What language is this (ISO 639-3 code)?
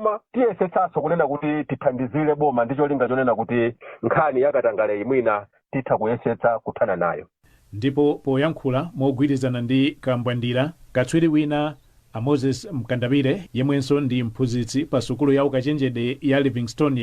nya